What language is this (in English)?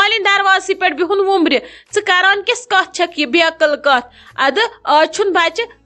Kashmiri